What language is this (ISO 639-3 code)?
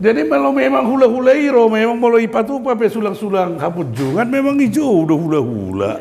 bbc